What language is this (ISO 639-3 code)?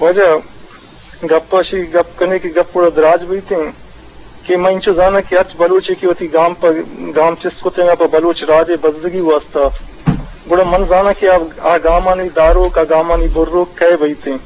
bgp